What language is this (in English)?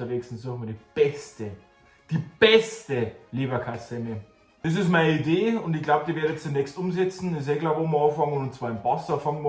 Bavarian